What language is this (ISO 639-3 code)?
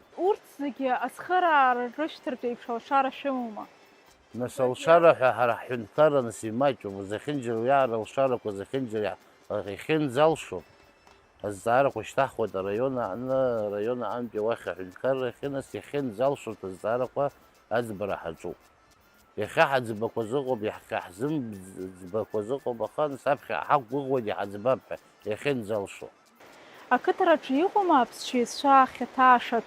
abk